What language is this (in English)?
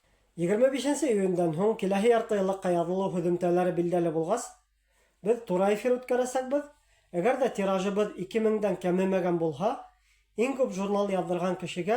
Bashkir